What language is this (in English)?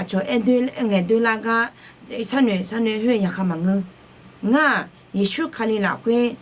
Akha